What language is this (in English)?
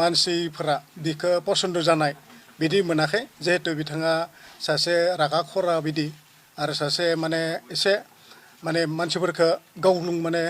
Bodo